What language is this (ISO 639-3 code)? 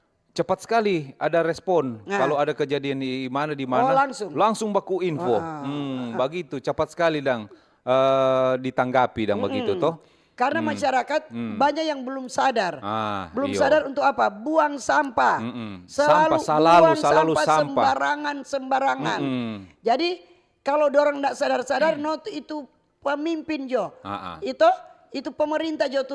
xmm